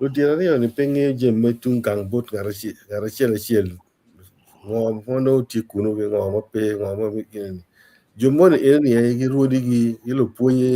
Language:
Acoli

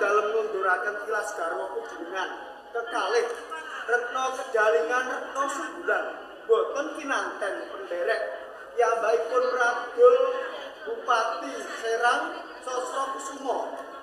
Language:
Javanese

